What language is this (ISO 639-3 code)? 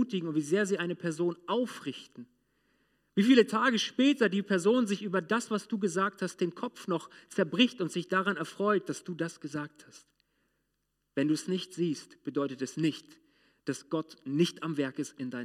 deu